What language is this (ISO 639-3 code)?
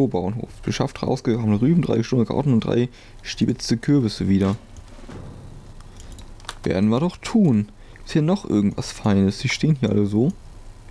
deu